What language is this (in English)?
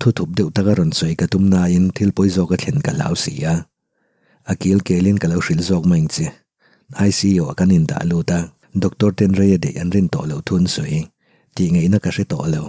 Mizo